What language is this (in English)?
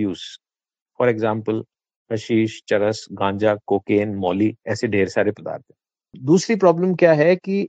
Hindi